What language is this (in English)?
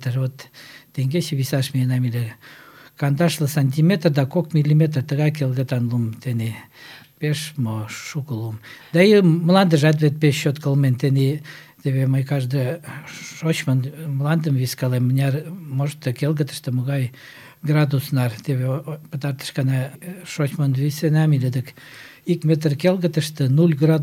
Mari